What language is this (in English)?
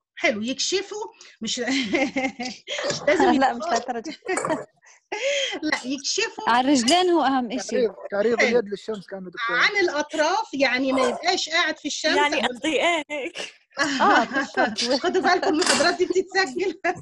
Egyptian Arabic